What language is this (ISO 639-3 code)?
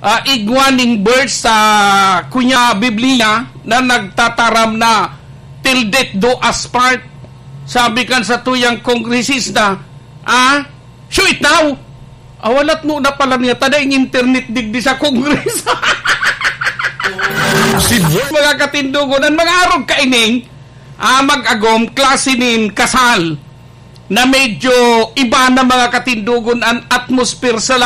bik